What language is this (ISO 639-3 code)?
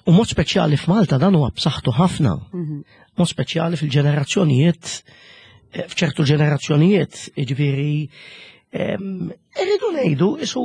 mlt